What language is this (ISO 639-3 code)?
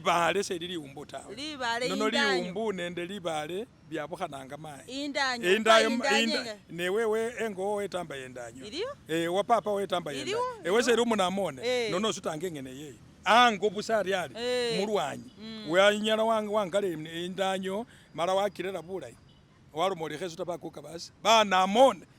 myx